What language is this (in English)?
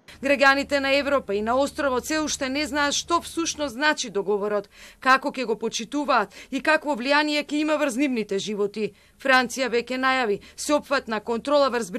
Macedonian